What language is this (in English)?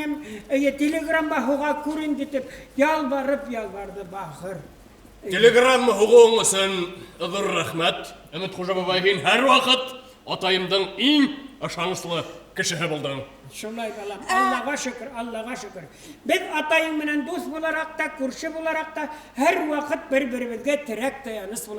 Bashkir